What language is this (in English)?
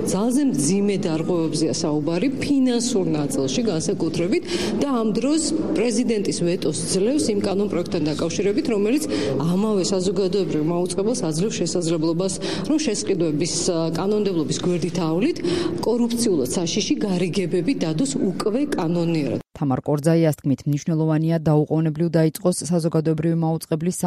Georgian